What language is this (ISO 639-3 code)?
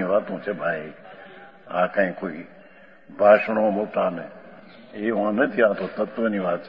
guj